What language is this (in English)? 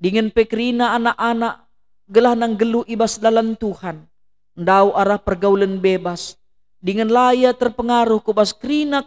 Batak Karo